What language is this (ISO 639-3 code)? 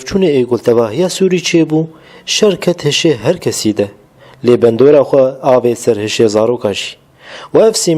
kur